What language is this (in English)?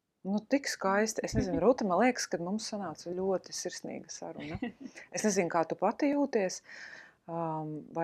Latvian